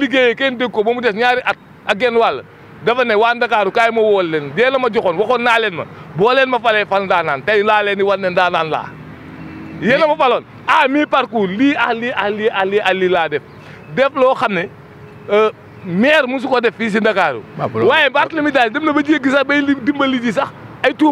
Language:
Wolof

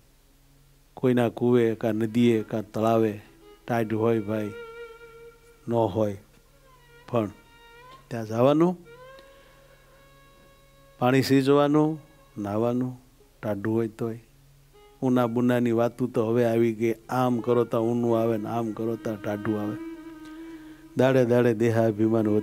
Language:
Gujarati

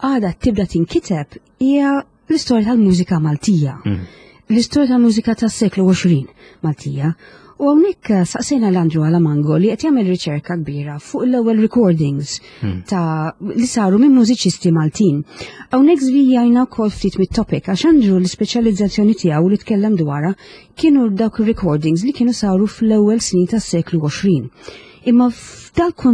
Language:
Maltese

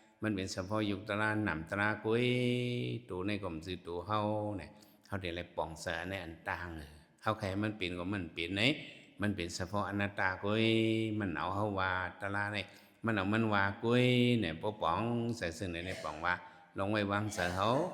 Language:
Shan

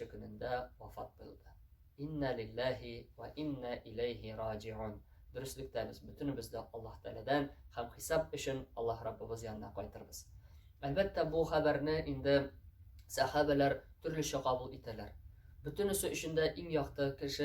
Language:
Tatar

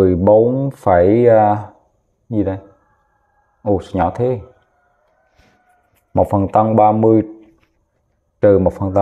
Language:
Vietnamese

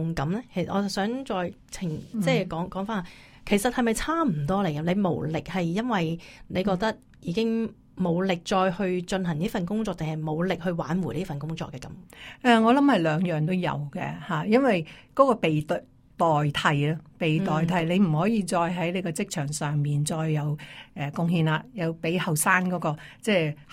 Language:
Cantonese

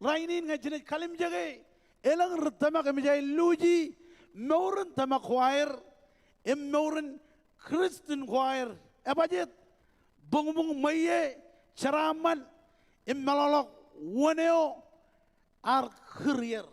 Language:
Marshallese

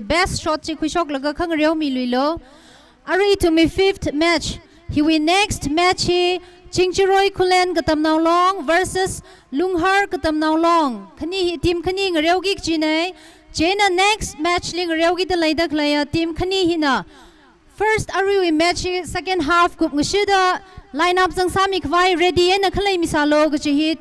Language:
Tangkhul Naga (India)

